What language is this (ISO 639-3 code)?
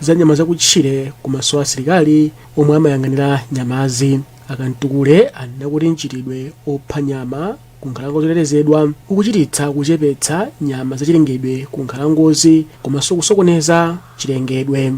nya